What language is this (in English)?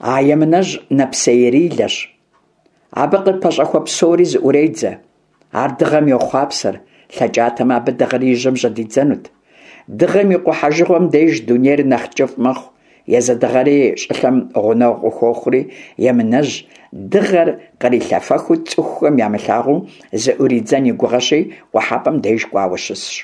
Kabardian